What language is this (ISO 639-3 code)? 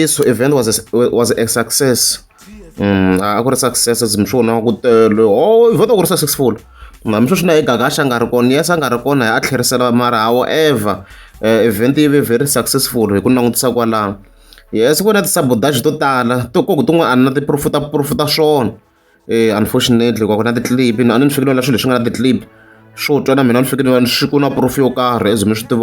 tso